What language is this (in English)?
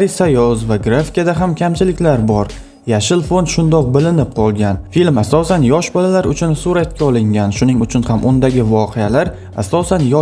Uzbek